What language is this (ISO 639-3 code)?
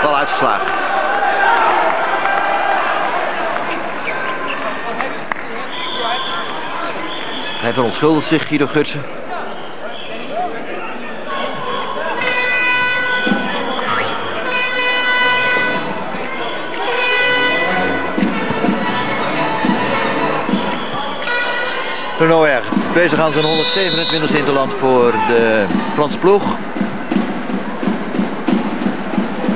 nld